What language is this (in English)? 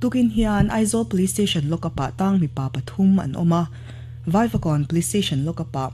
Mizo